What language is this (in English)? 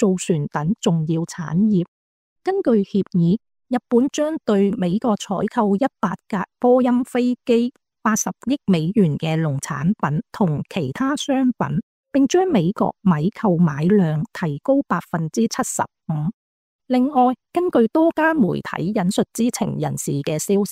Cantonese